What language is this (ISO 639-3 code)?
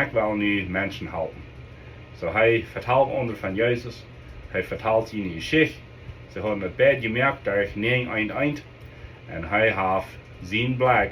pdt